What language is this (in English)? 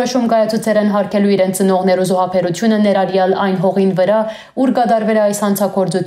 Western Armenian